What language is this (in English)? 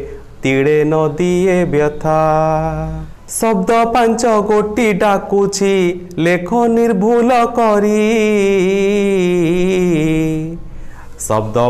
Odia